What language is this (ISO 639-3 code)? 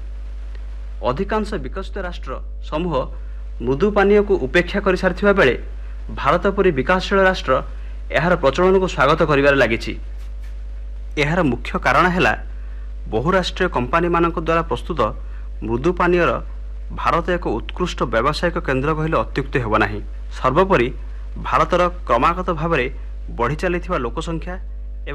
ori